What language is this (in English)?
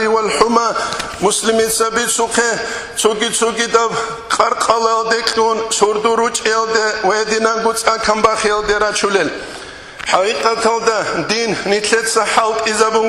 Avaric